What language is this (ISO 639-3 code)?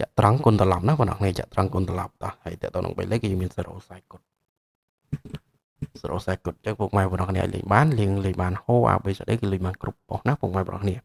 khm